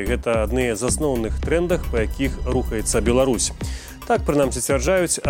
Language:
Belarusian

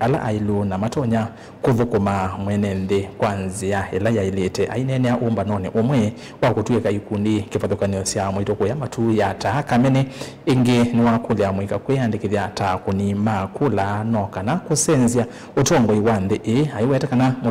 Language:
Kamba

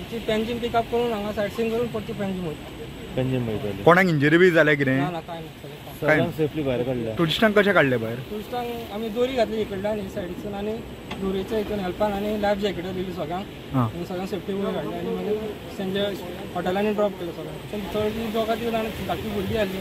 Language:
Konkani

